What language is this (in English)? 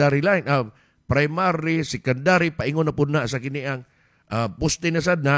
Cebuano